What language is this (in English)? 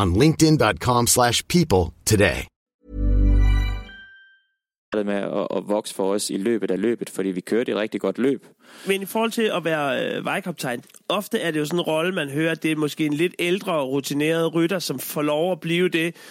Danish